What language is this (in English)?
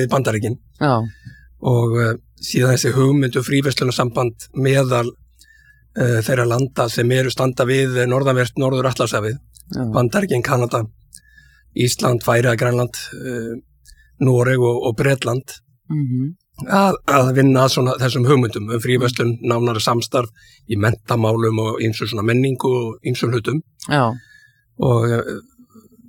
Icelandic